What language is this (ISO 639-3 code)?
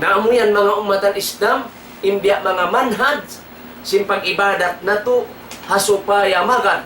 tsg